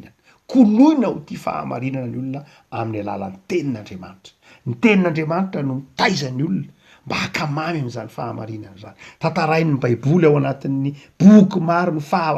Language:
Malagasy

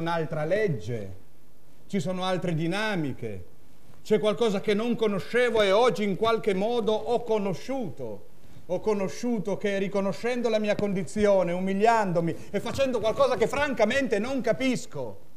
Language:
Italian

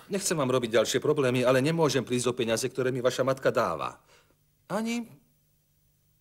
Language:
Slovak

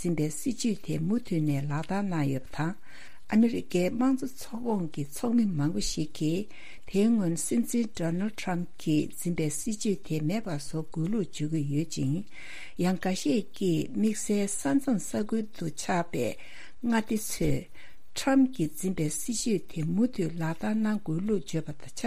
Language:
Tibetan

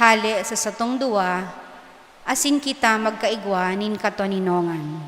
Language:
Bikol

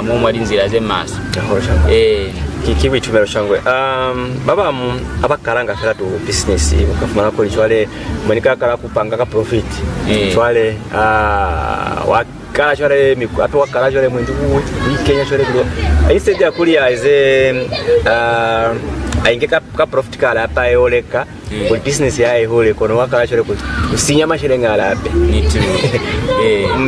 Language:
Lozi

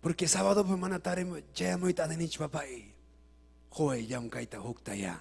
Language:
Ayacucho Quechua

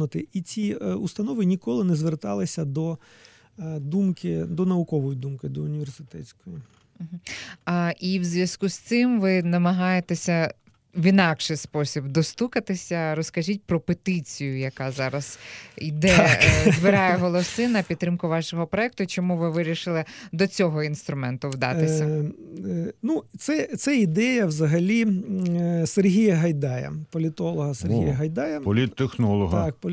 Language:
Ukrainian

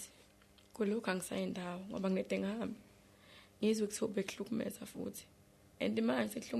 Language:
Zulu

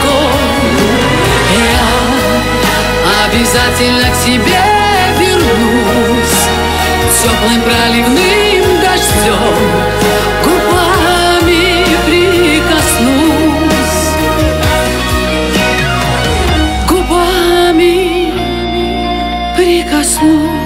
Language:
Russian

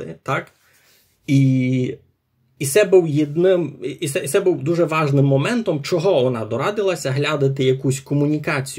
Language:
Rusyn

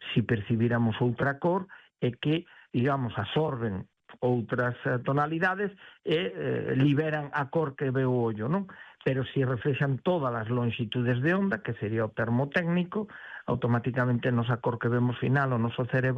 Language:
Galician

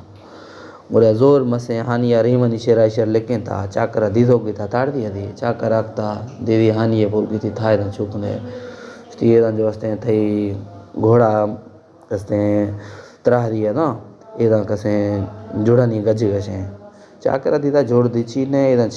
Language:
Baluchi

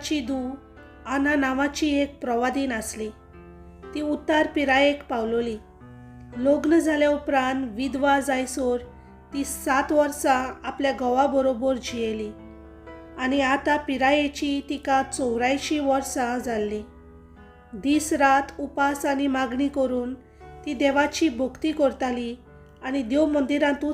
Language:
Konkani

